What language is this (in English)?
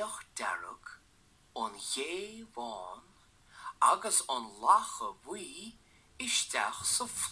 Irish